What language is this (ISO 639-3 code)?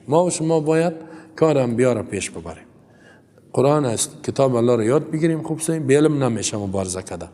fas